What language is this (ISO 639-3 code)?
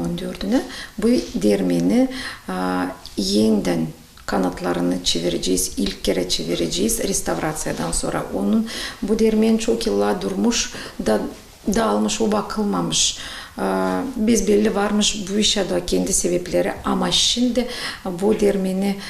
gag